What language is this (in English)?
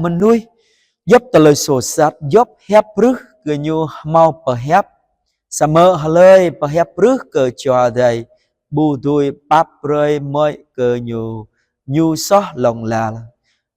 Jarai